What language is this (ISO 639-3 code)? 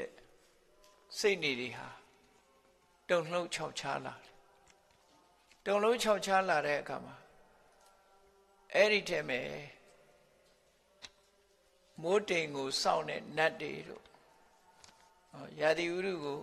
mya